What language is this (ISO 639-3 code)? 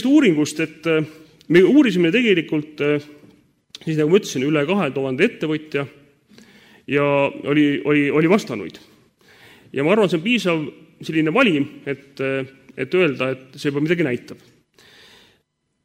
est